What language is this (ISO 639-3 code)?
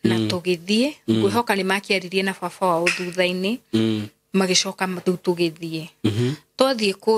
kik